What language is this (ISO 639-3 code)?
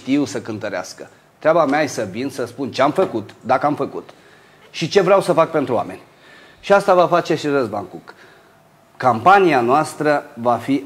ron